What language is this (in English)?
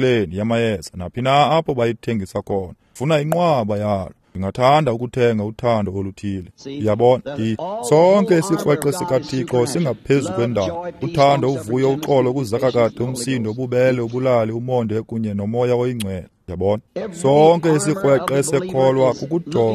Xhosa